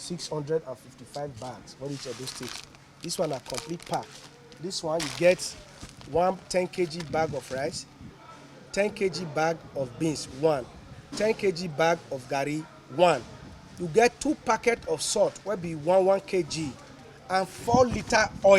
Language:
Nigerian Pidgin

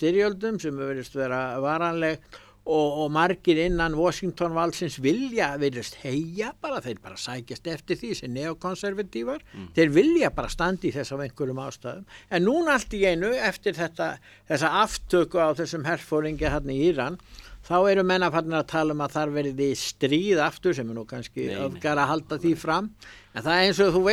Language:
Icelandic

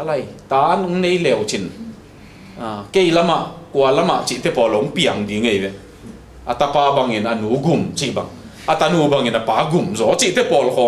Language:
Tedim Chin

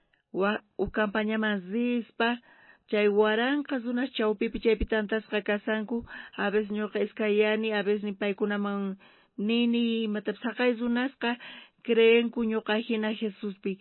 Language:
South Bolivian Quechua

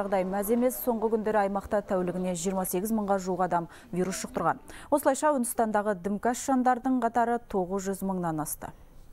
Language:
Kazakh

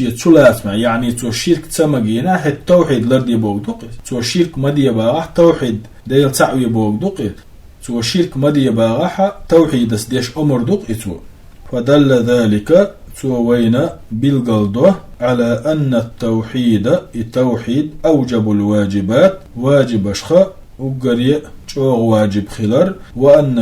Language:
Chechen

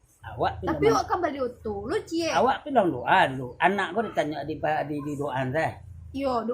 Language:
Minangkabau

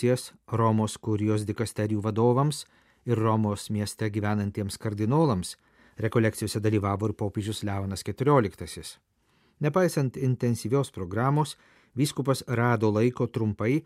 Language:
Lithuanian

